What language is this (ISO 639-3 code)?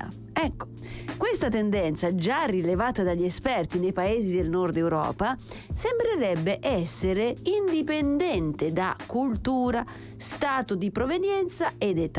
ita